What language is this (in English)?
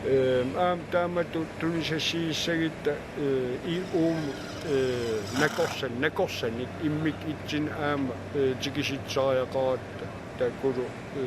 Kalaallisut